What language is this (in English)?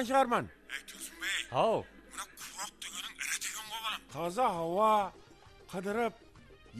Kara-Kalpak